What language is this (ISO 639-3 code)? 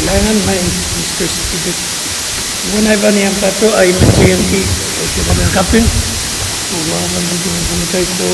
pon